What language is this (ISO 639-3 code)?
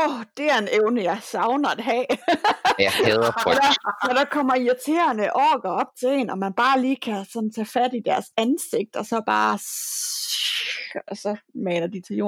dan